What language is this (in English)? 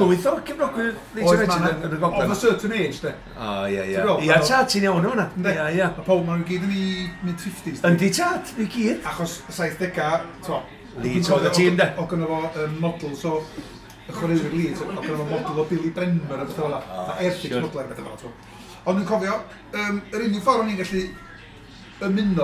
Welsh